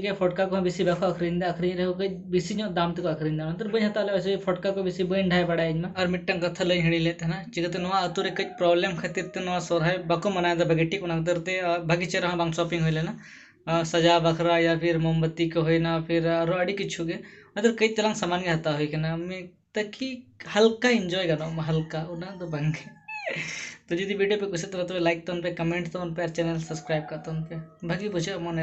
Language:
Santali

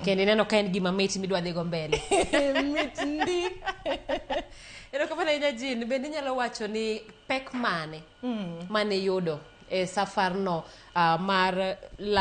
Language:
Luo (Kenya and Tanzania)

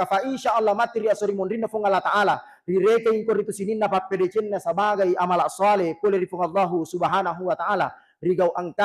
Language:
Buginese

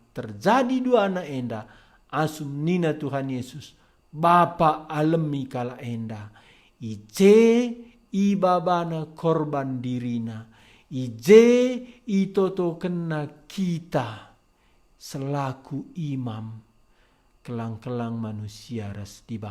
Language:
Batak Karo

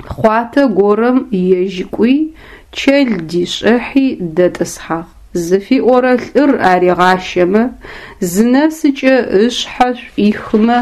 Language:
Adyghe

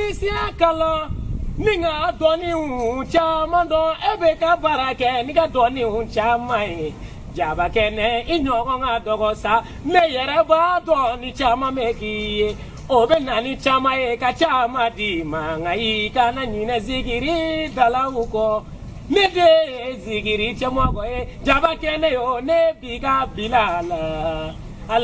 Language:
Bambara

